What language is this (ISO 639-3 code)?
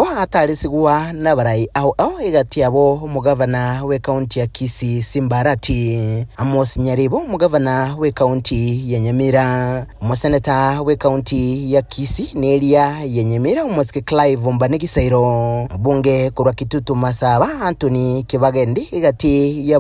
guz